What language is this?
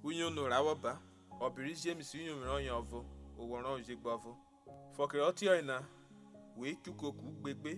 Urhobo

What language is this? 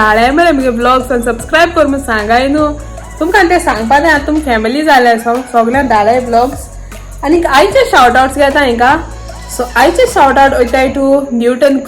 Konkani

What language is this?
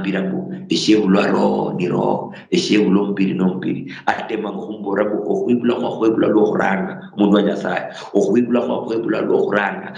Luyia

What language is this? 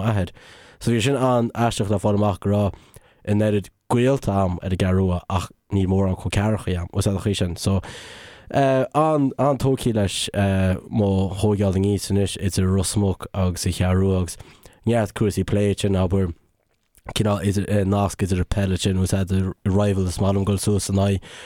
Irish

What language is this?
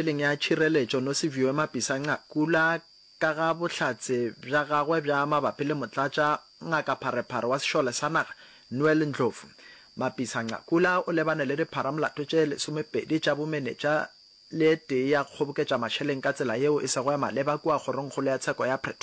Northern Sotho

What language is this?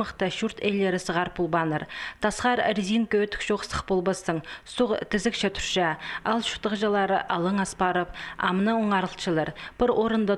Khakas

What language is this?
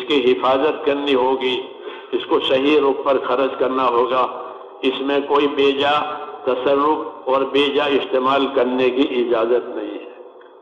Urdu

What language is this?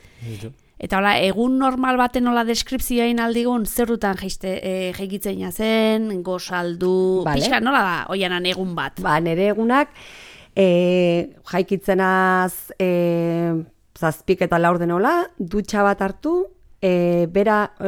Basque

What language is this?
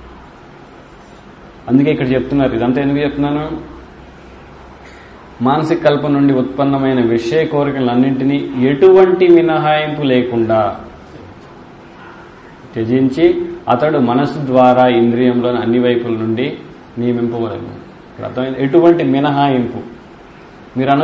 Telugu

